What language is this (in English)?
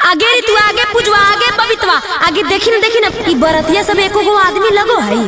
Magahi